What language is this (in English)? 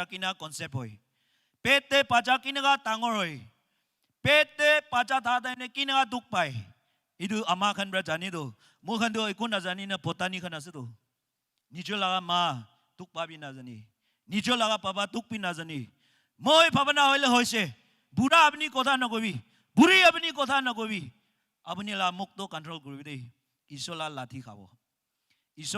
Naga Pidgin